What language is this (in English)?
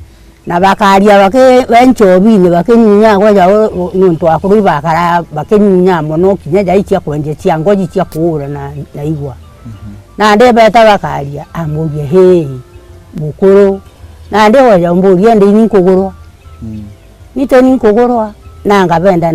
Meru